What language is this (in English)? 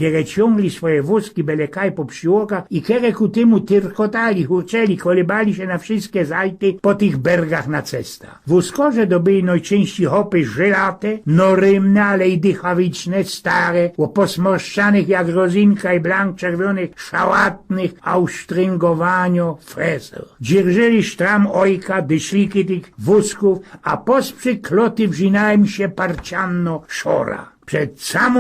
Silesian